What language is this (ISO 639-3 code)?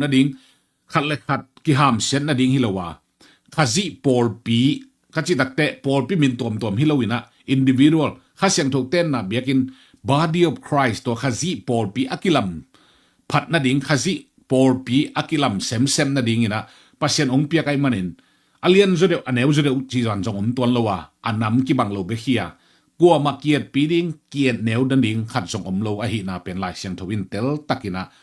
ctd